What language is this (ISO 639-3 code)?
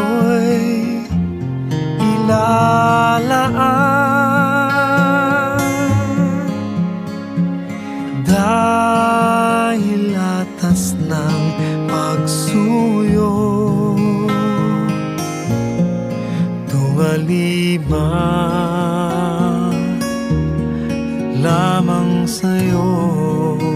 fil